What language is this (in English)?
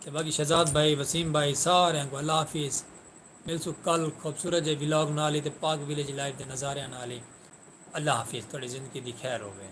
Saraiki